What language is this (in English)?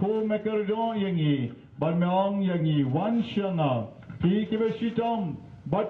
Khasi